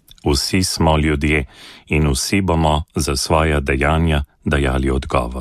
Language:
Slovenian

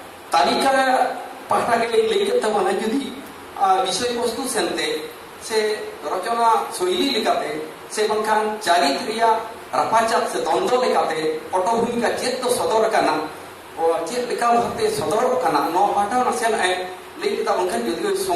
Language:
Santali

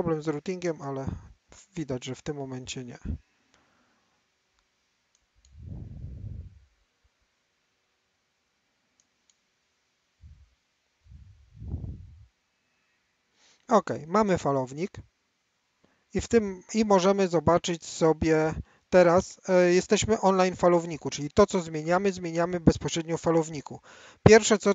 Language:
Polish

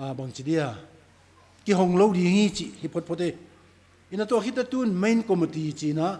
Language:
Tedim Chin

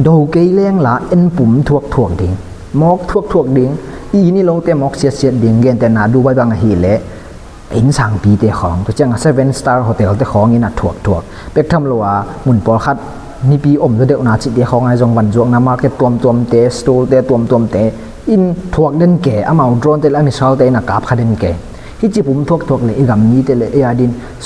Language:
Tedim Chin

